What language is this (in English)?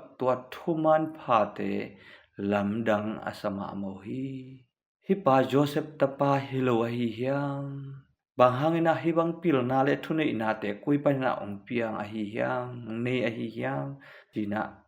Tedim Chin